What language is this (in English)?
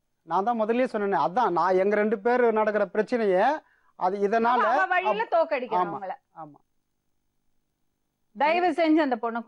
Tamil